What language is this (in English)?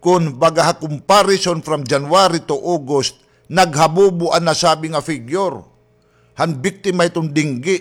Waray